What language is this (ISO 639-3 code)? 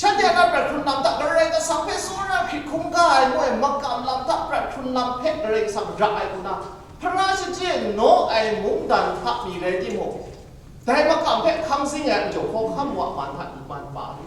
kac